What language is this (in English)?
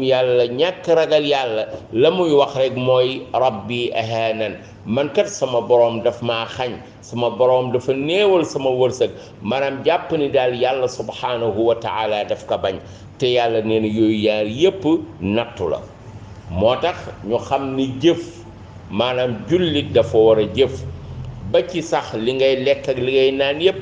Wolof